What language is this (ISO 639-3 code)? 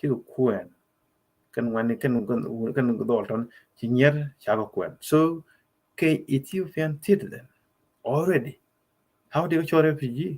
nus